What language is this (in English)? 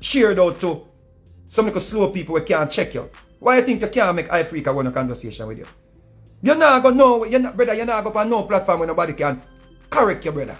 Jamaican Creole English